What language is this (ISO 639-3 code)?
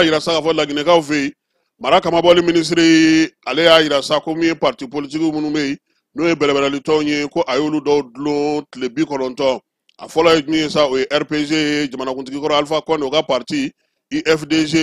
bam